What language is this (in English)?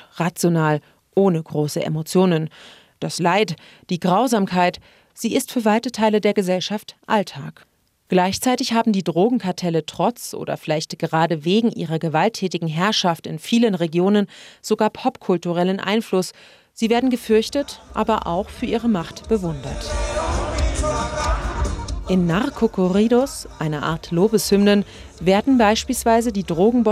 German